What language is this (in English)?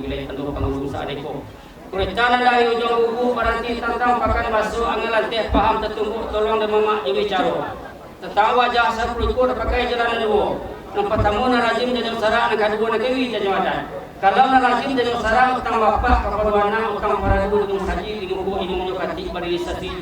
Minangkabau